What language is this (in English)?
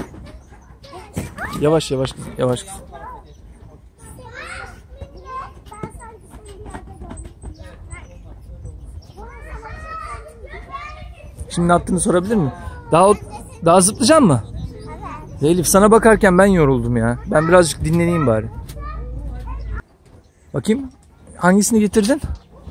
Turkish